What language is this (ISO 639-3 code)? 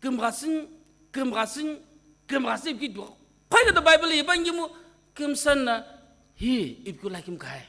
nsm